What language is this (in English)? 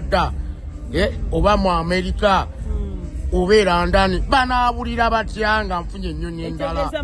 Ganda